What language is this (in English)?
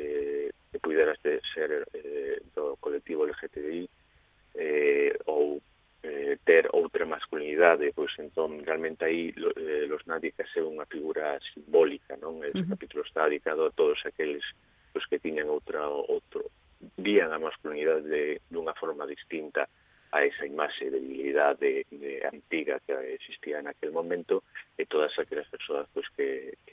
Galician